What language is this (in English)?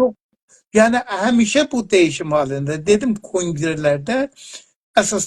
South Azerbaijani